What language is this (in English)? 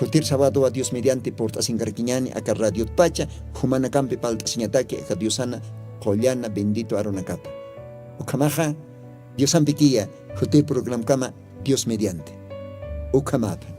Aymara